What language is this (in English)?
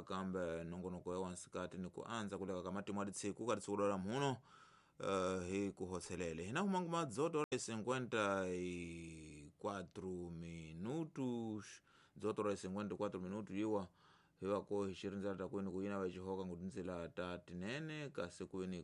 Tsonga